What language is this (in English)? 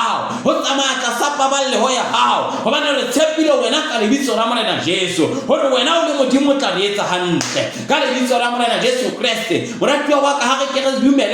Southern Sotho